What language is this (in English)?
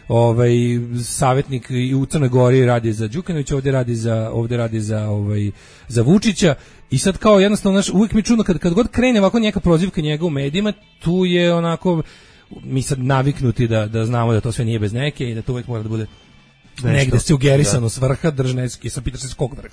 Serbian